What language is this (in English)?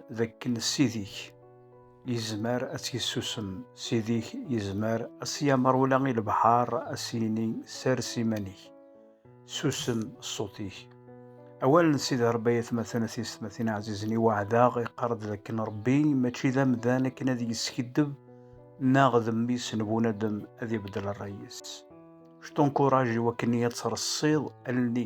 Kabyle